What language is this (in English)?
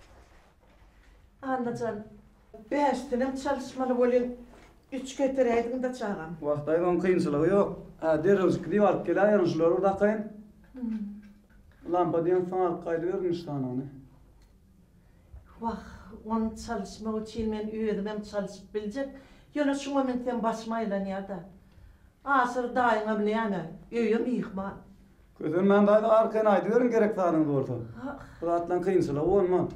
Turkmen